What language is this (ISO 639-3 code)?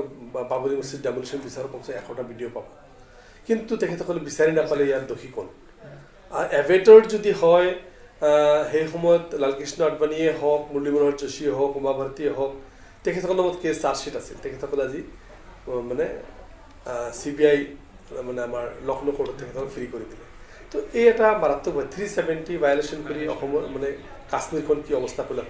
asm